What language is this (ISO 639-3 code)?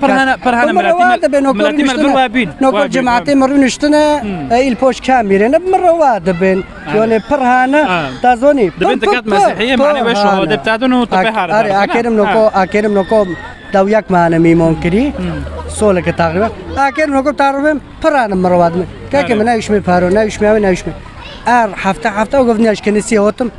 kur